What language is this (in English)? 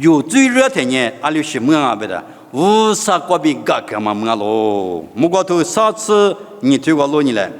Lisu